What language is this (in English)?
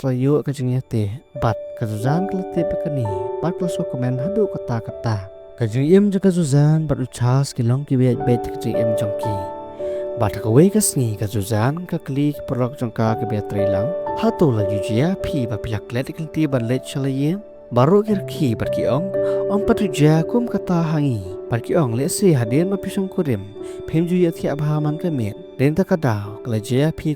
Khasi